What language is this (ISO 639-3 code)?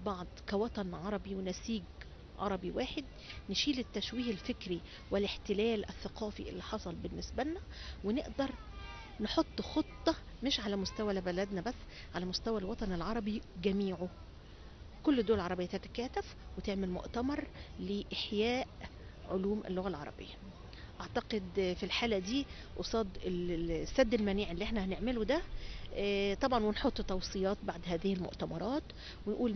arz